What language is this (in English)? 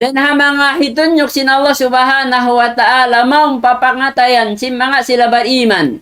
Tausug